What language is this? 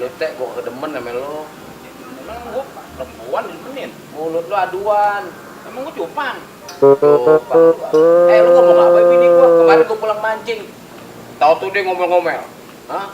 Betawi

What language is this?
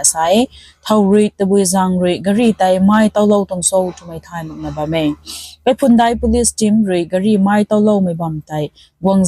Rongmei Naga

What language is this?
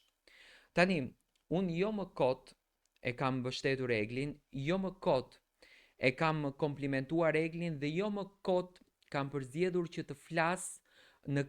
Albanian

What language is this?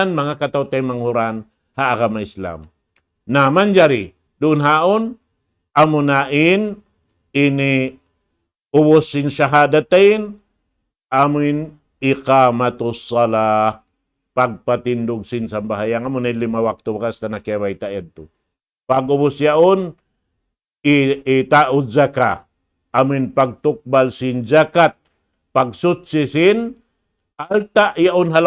Tausug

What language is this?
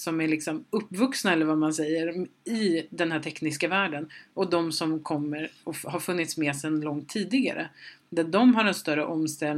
Swedish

